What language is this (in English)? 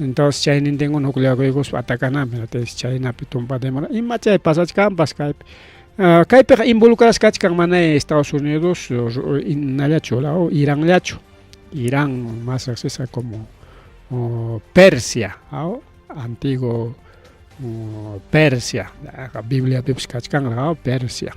Ayacucho Quechua